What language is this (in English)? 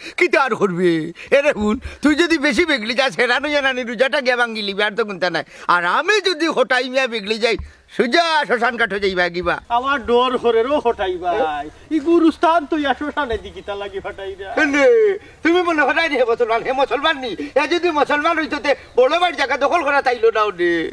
Sylheti